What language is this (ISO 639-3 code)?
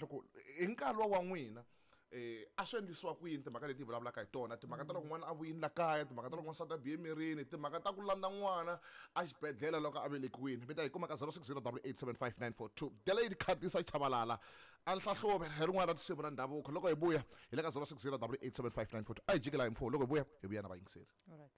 tso